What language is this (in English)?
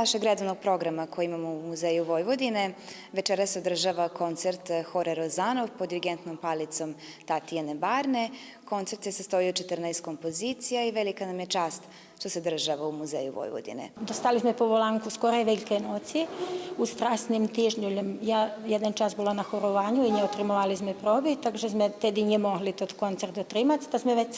Rusyn